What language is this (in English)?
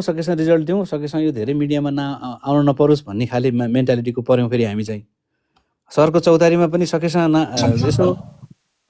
Nepali